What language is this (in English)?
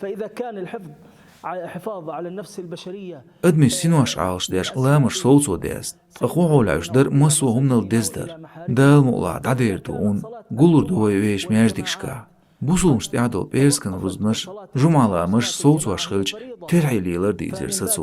Chechen